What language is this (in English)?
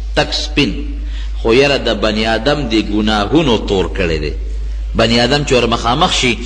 Pashto